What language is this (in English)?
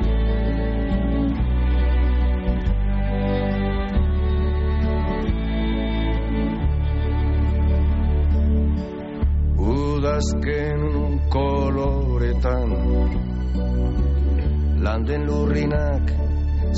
Basque